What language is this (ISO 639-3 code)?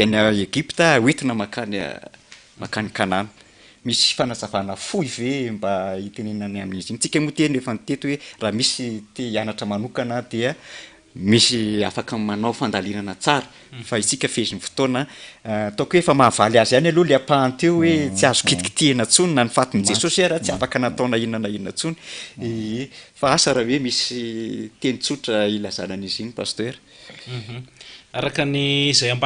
mlg